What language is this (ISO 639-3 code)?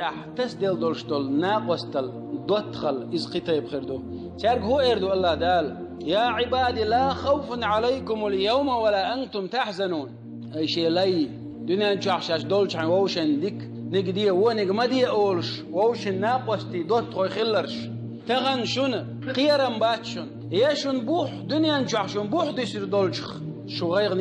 che